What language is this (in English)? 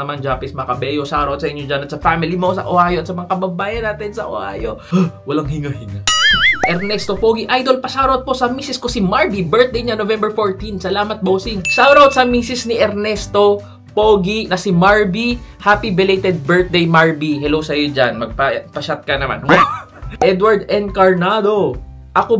Filipino